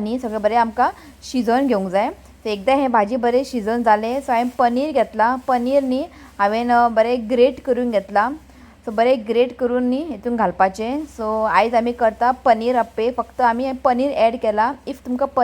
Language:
Konkani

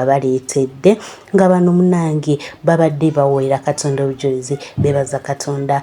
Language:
Ganda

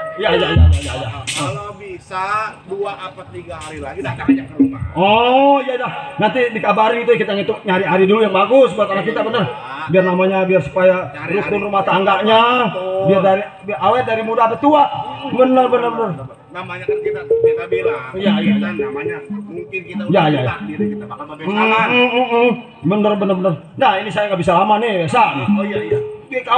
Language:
Betawi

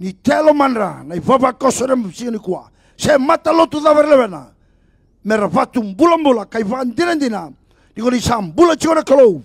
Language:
Fijian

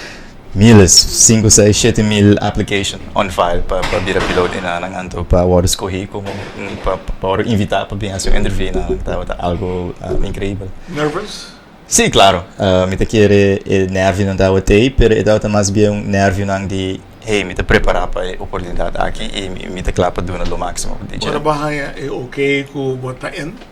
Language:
Papiamento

